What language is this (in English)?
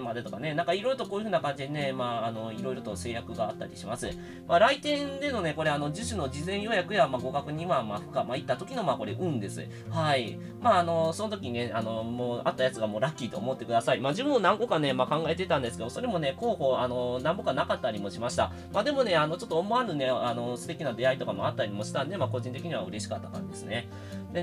Japanese